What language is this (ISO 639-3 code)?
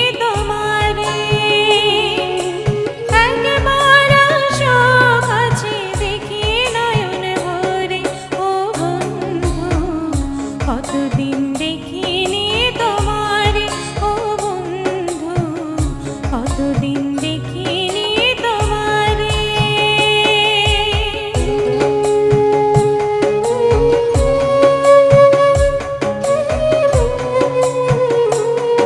ben